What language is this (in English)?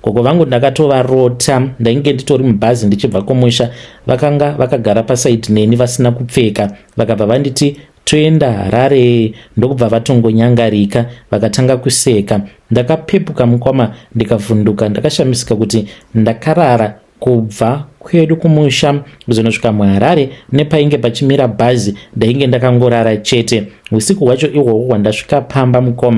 Shona